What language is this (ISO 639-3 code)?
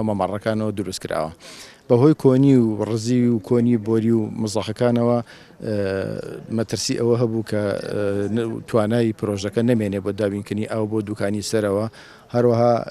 ckb